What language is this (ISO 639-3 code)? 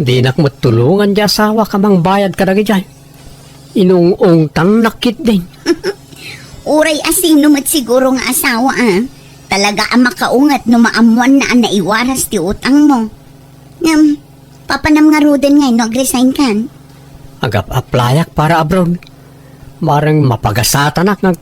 ilo